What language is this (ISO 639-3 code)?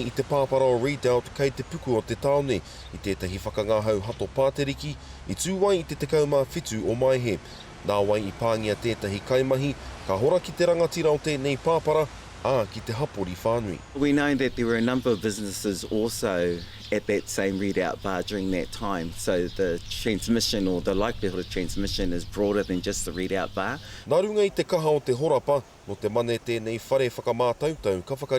mri